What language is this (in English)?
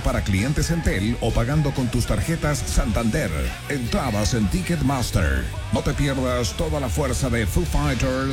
Spanish